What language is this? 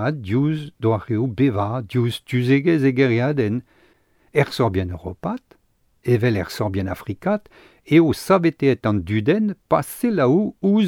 Breton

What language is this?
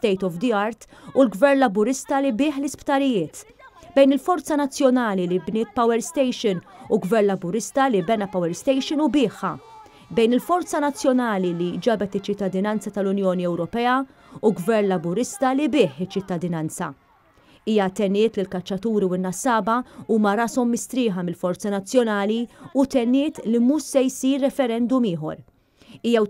Maltese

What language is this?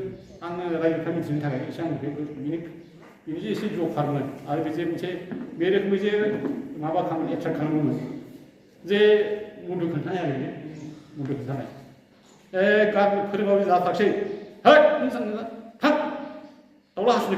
Bodo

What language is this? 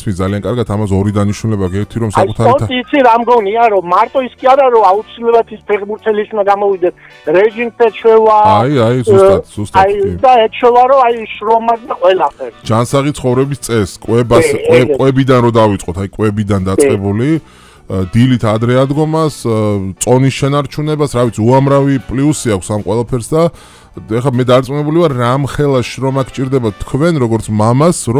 Georgian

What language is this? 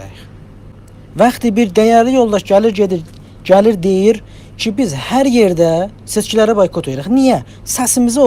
South Azerbaijani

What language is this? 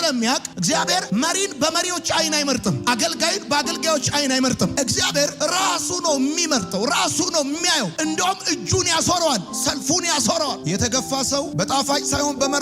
Amharic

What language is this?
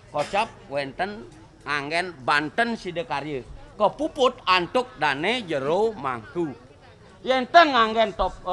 Balinese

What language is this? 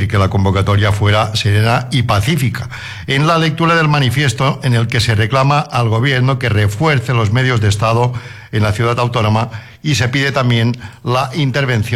Spanish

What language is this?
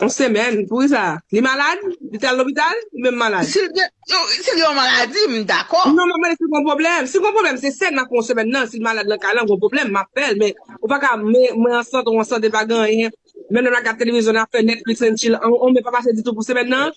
Haitian Creole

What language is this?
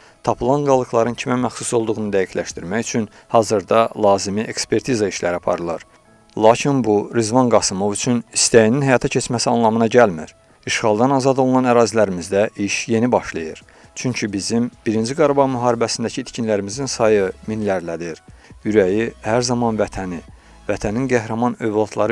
Azerbaijani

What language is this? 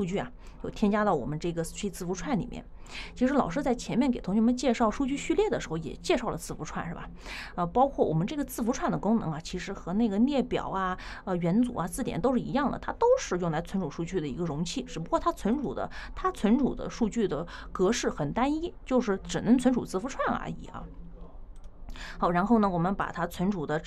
Chinese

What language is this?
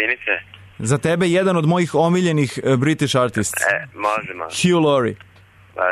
Serbian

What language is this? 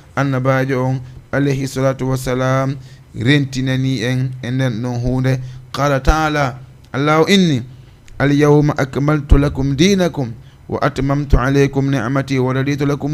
Fula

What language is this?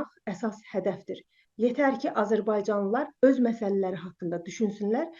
South Azerbaijani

